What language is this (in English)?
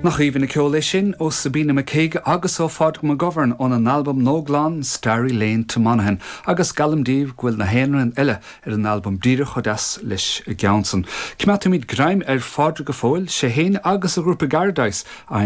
Irish